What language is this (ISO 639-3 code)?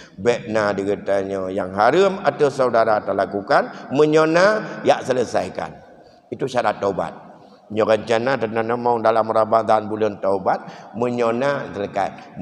ace